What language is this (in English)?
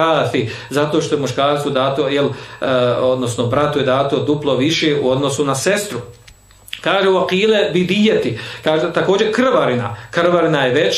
Bosnian